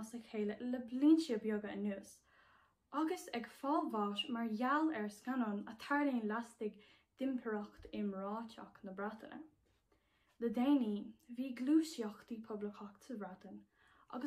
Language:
Irish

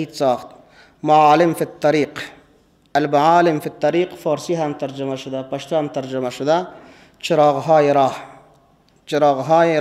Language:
Persian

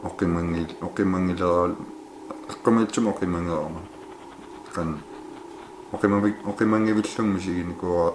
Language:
Kalaallisut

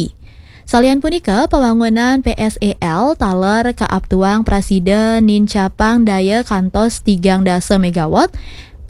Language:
Balinese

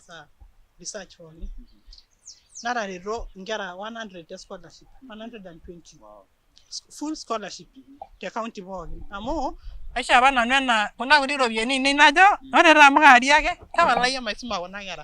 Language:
Masai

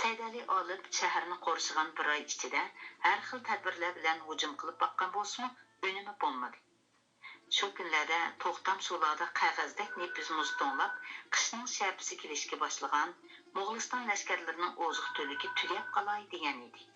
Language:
Uyghur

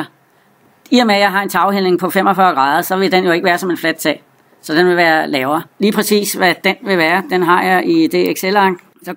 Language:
Danish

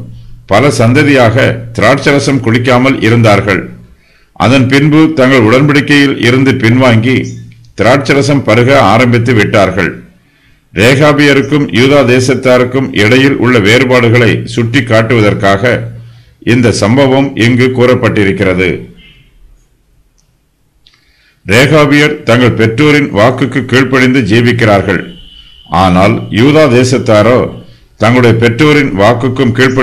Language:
Tamil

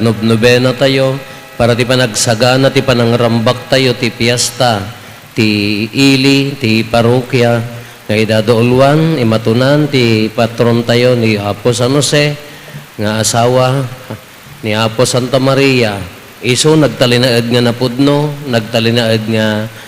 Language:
Iloko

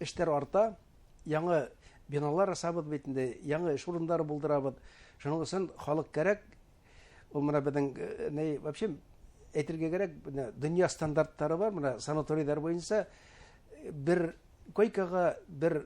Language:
Bashkir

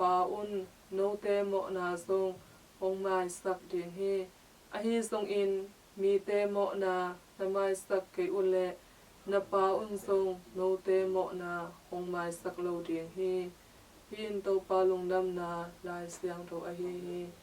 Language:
Tedim Chin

